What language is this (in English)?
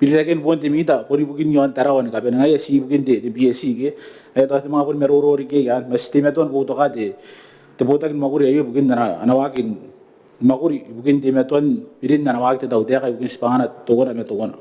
Gilbertese